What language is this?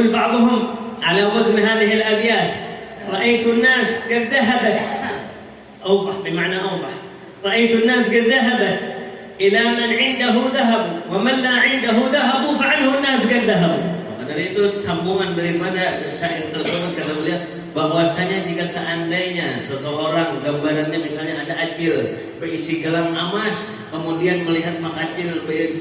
Banjar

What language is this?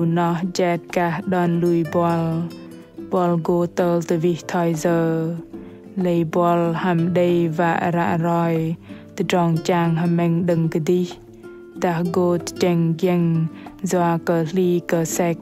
Bahnar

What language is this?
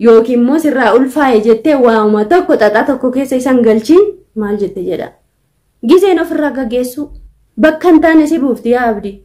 Oromo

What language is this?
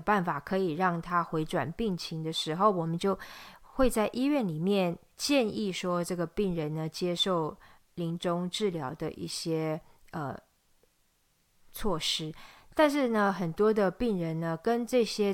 Chinese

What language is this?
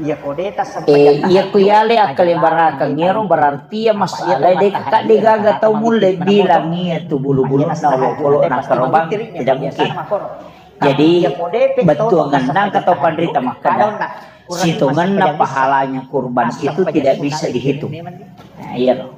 Buginese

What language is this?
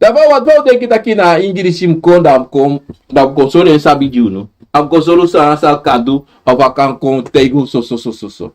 Sranan Tongo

